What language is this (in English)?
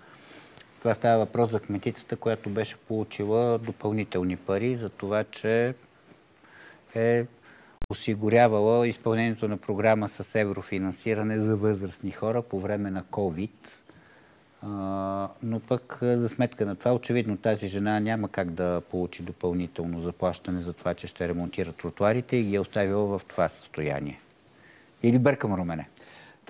Bulgarian